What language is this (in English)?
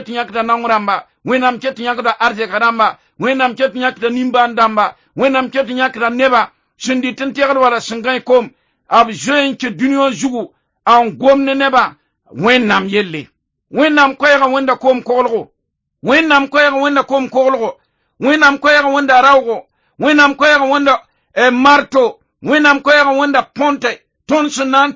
Mossi